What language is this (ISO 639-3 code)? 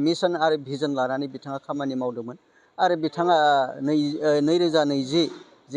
brx